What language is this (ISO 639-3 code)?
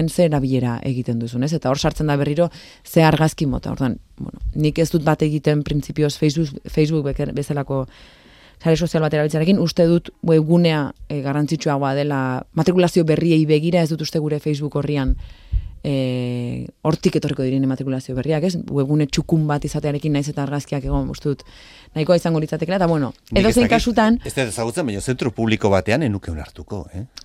eus